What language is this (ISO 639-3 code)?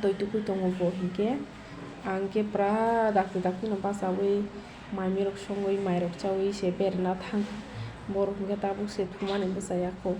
trp